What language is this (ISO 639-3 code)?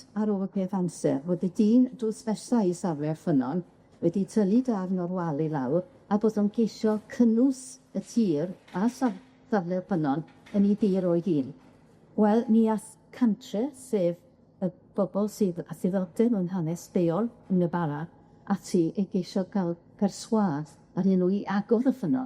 cym